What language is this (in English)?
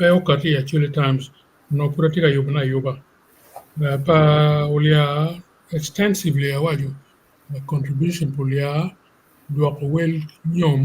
Acoli